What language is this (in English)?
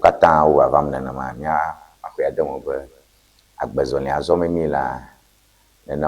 Ewe